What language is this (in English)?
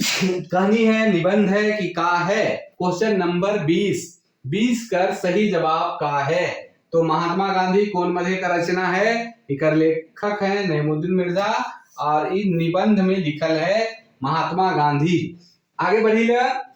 Sadri